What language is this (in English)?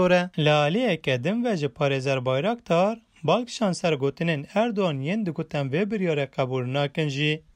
Kurdish